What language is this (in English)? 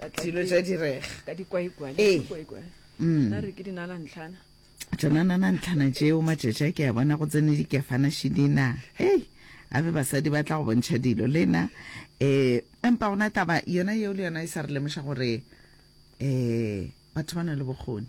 Northern Sotho